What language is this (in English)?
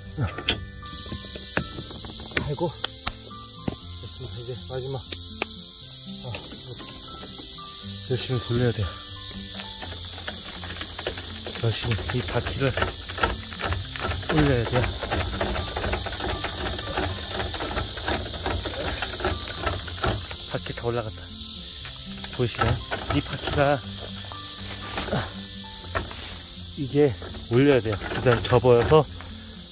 Korean